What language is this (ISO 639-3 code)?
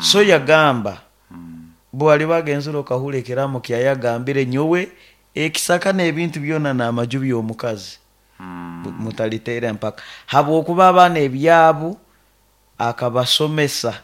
nyo